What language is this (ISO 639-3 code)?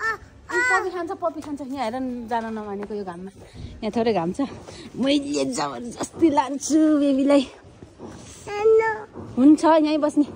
nep